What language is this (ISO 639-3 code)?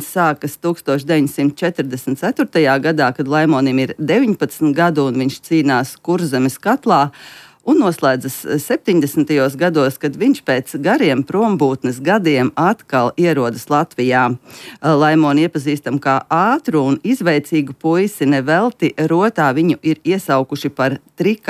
lav